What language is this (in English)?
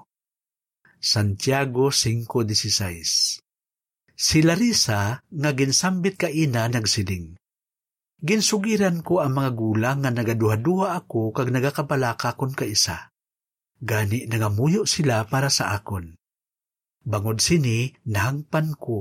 Hiligaynon